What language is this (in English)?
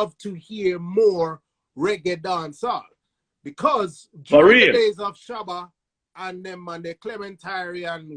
Jamaican Creole English